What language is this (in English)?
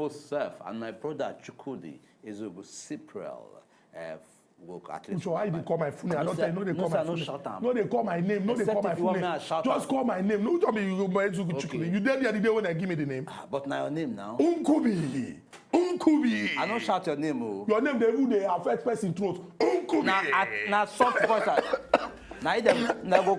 Nigerian Pidgin